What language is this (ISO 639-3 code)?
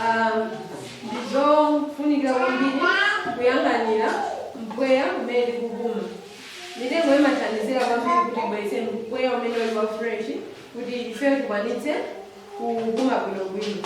nya